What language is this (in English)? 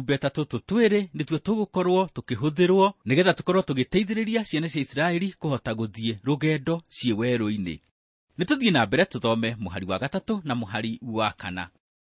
Kikuyu